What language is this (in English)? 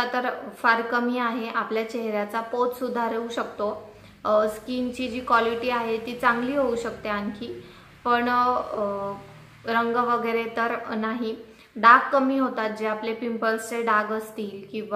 Marathi